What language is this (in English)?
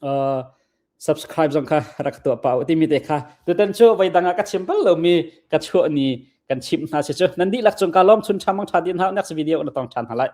Hakha Chin